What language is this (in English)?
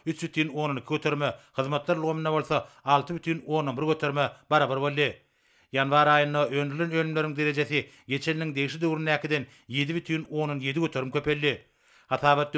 Turkmen